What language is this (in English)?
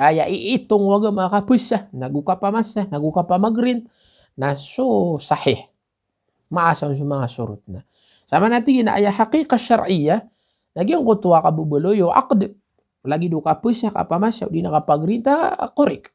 Maranao